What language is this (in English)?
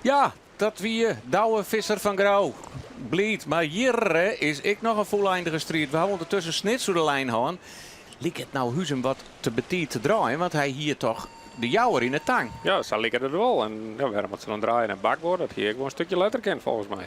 Western Frisian